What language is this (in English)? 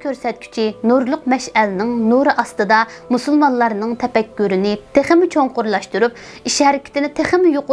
Uyghur